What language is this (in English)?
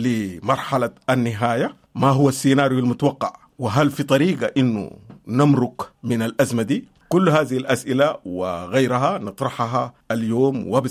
Sudanese Arabic